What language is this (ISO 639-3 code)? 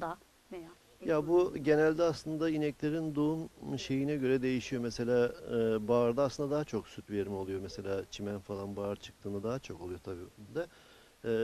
tur